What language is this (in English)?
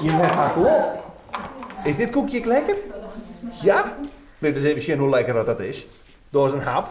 Western Frisian